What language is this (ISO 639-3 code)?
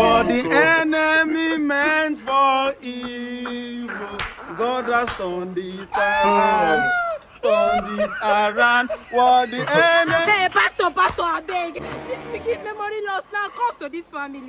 pcm